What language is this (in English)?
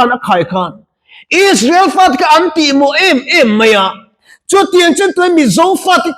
Mizo